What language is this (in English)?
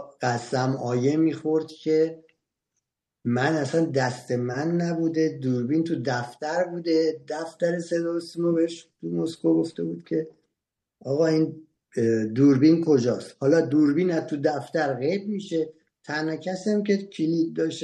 Persian